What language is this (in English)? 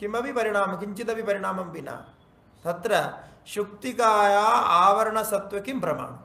Sanskrit